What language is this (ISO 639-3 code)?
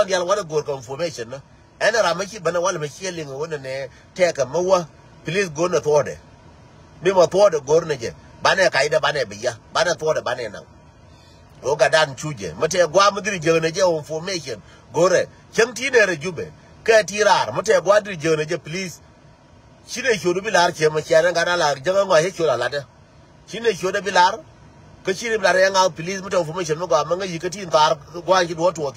nus